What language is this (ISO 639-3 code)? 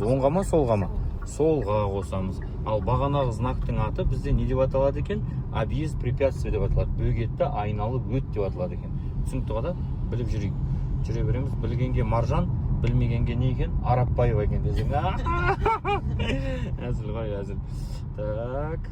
kaz